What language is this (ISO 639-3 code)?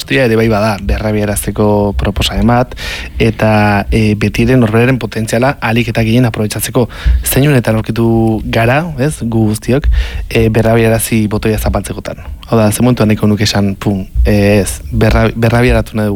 eus